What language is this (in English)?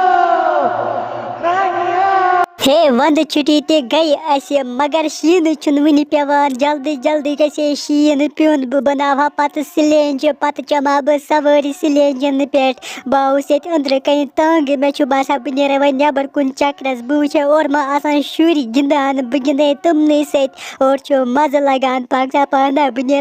Kashmiri